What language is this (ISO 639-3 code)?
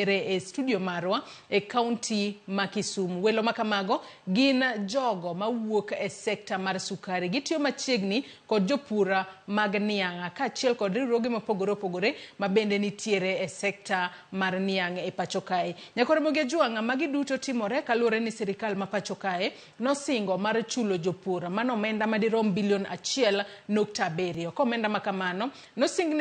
luo